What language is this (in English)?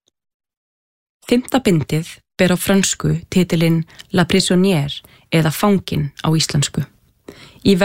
Icelandic